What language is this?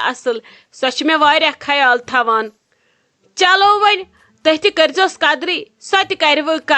Kashmiri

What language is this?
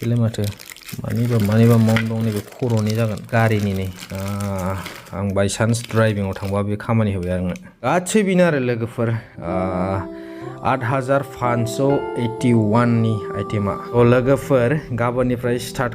Bodo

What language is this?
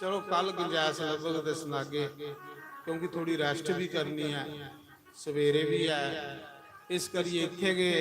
Dogri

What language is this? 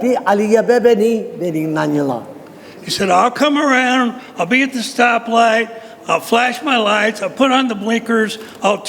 Lisu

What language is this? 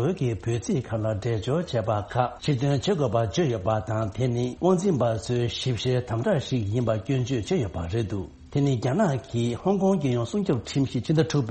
Tibetan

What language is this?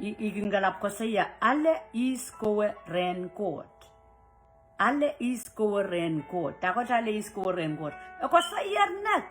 Pohnpeian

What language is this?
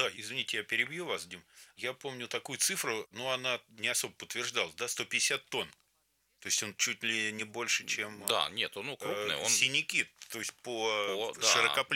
Russian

